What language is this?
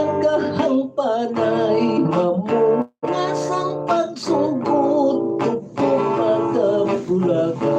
Hiligaynon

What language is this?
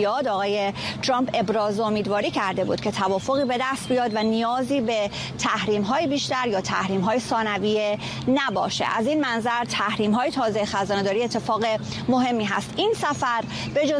Persian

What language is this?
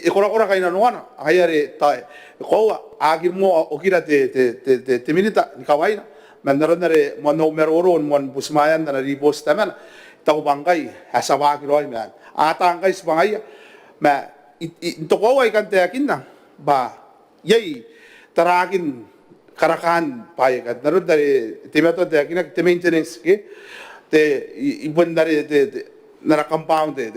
Gilbertese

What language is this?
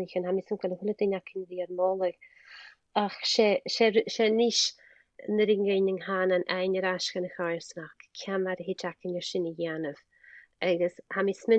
Scottish Gaelic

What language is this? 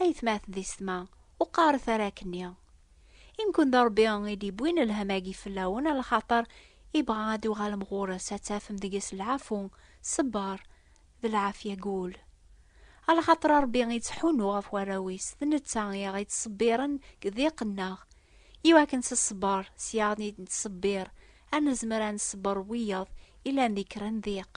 Kabyle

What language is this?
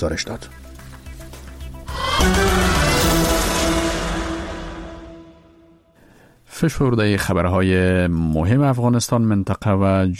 Persian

